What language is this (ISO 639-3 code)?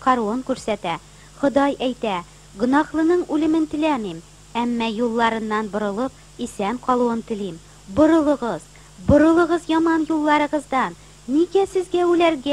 tat